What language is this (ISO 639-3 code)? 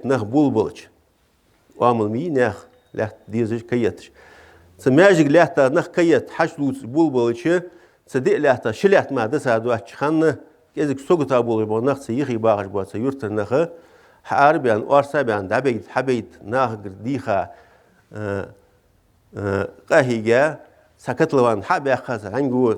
inh